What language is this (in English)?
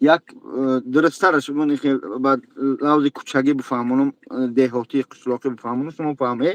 Tajik